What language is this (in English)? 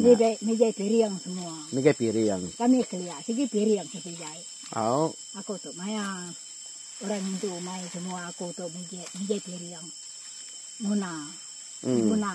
Iban